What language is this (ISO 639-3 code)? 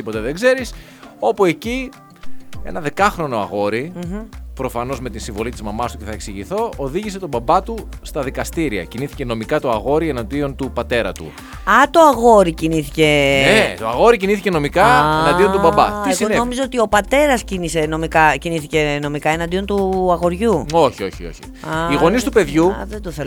ell